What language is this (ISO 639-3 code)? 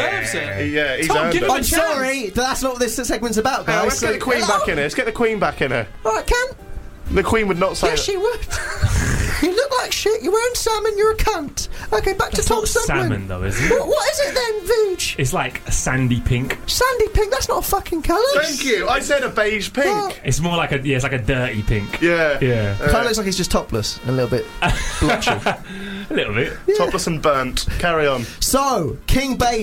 eng